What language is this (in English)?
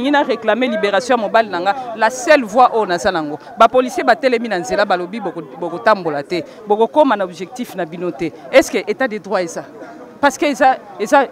Lingala